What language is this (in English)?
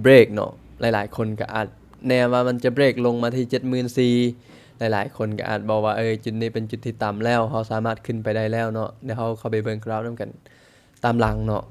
Lao